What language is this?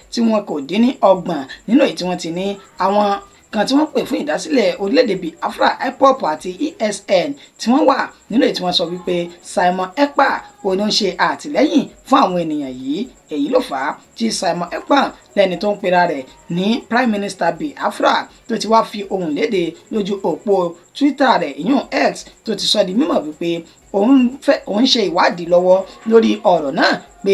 Yoruba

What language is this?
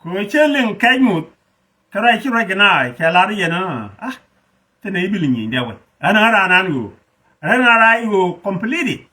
Nuer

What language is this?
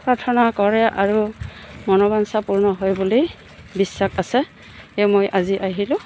Assamese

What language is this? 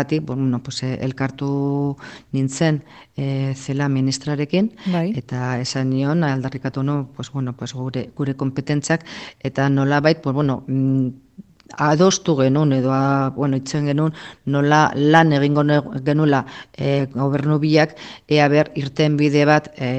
Basque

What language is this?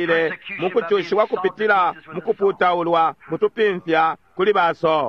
Bemba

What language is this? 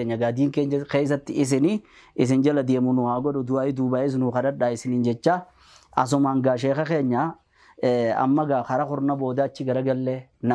Oromo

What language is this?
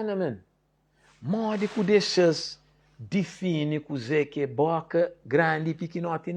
Kabuverdianu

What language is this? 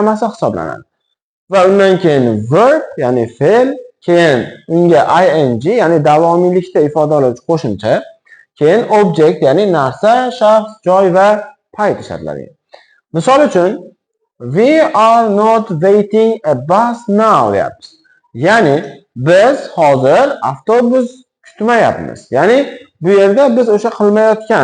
Uzbek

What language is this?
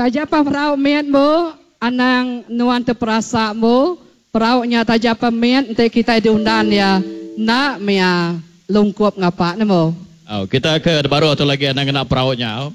Iban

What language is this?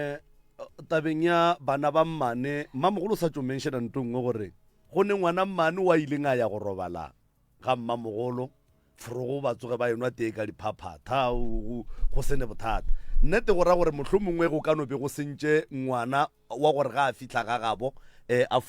Northern Sotho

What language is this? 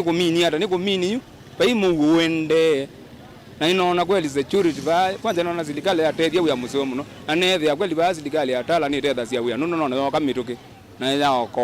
Kamba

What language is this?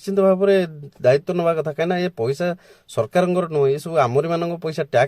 Odia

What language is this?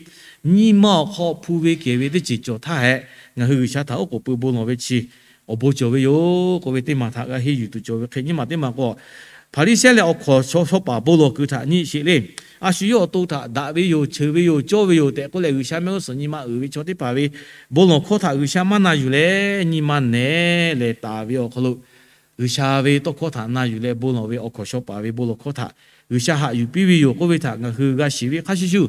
Lahu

